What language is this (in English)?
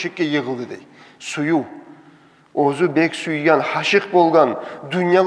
Kumyk